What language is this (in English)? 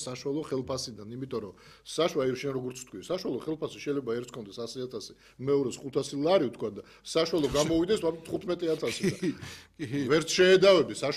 Georgian